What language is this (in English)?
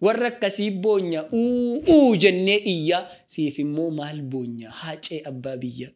Oromo